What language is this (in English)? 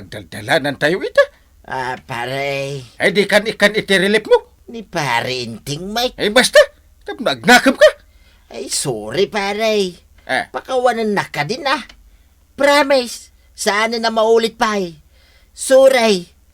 Iloko